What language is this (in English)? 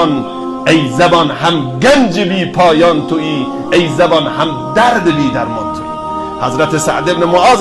Persian